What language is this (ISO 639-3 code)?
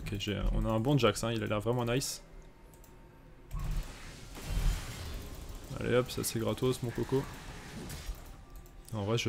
fra